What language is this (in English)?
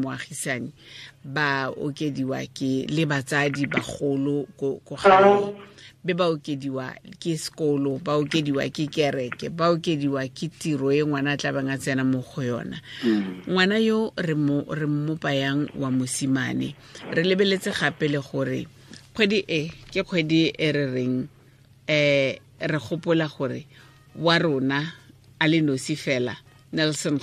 Tswana